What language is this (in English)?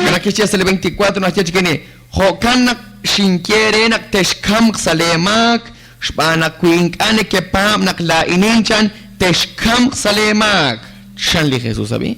Kekchí